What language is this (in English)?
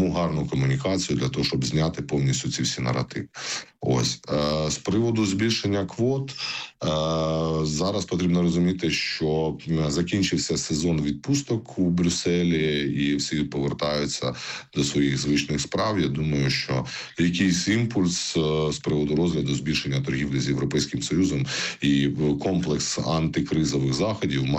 Ukrainian